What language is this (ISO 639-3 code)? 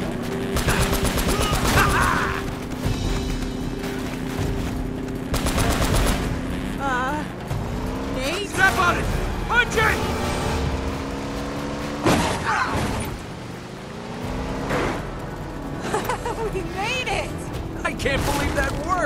eng